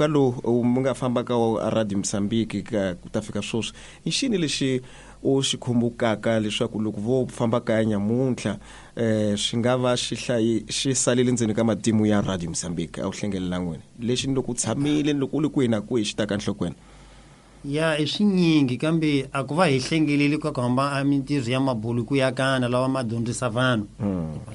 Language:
Tsonga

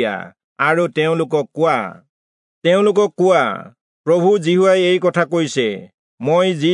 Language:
Assamese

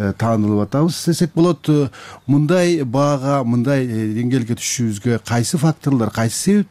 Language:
Kyrgyz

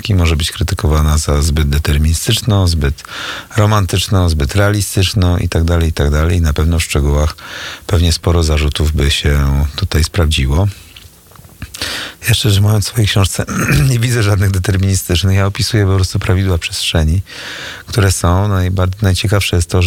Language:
Polish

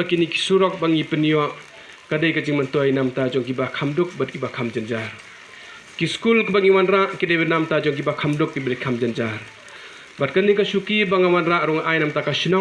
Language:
Khasi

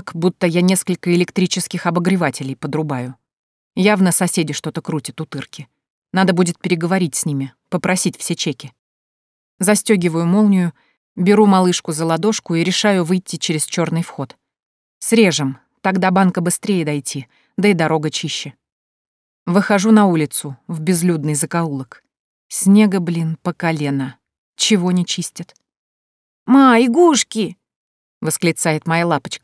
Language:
Russian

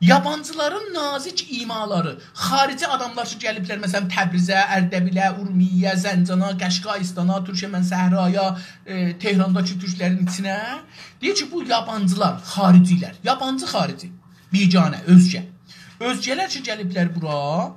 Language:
South Azerbaijani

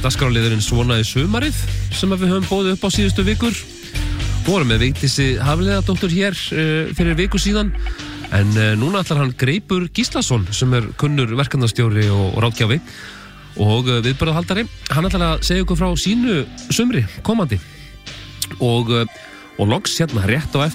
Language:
Icelandic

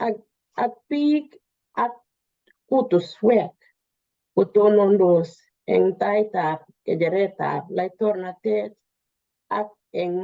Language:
Kalenjin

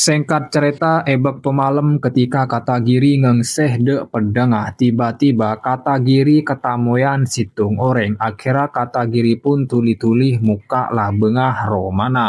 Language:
Madurese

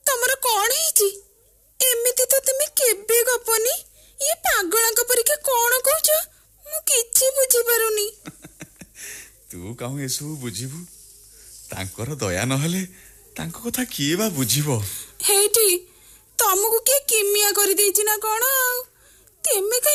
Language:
Odia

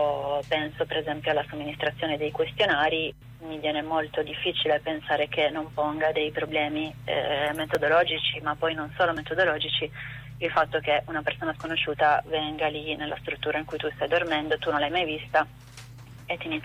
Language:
Italian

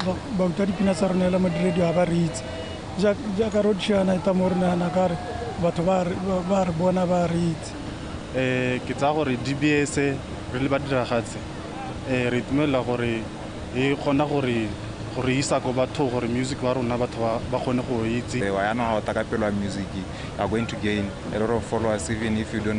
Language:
Tswana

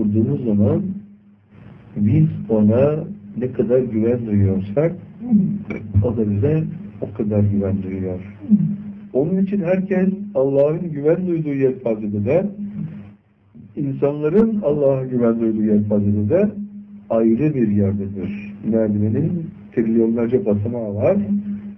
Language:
Turkish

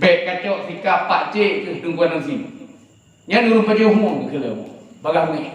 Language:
Achinese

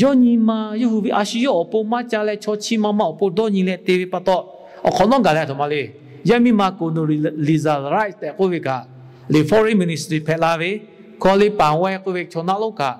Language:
Lahu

